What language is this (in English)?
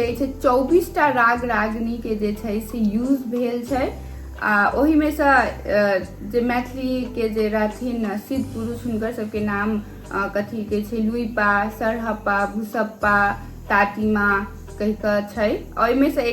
Maithili